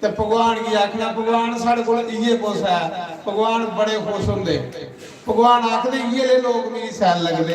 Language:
Dogri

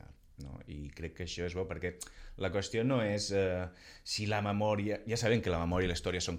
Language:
Catalan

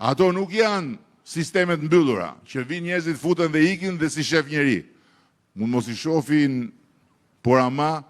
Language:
Albanian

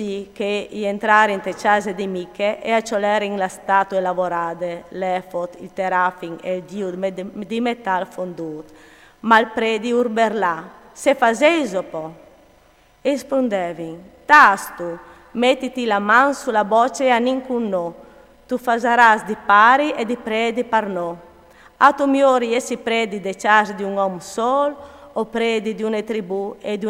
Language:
Friulian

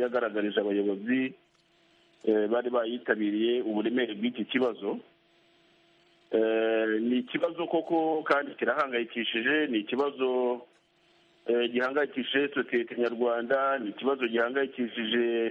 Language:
Kinyarwanda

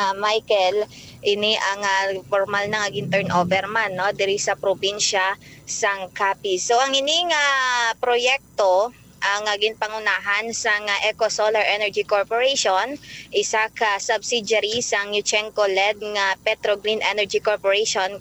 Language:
Hiligaynon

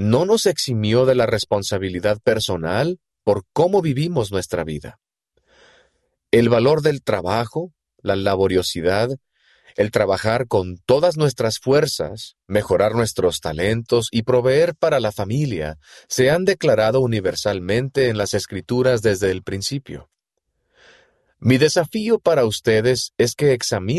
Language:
Spanish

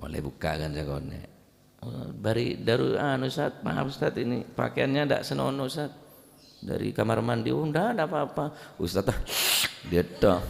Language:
Madurese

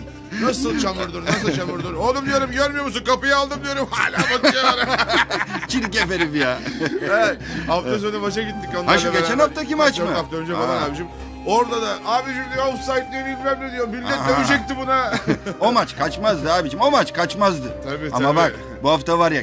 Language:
Turkish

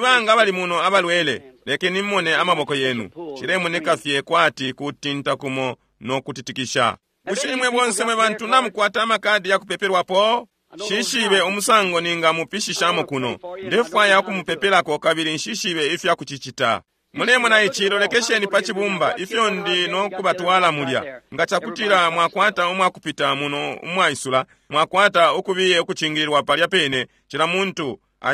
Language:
Bemba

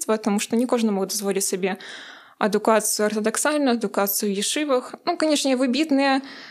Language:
Belarusian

